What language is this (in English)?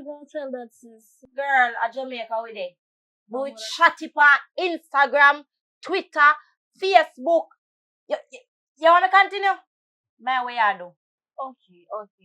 Jamaican Creole English